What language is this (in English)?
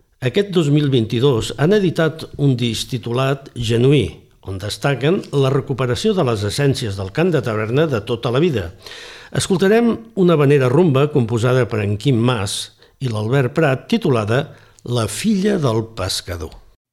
Catalan